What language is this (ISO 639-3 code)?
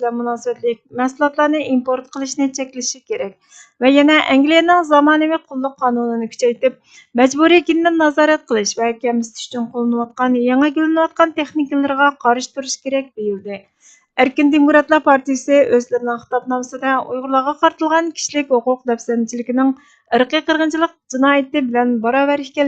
uig